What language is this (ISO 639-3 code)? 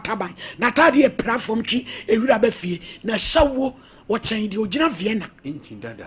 aka